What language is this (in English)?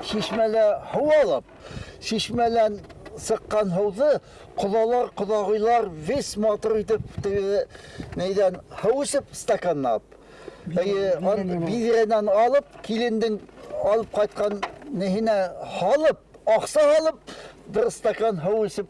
Bashkir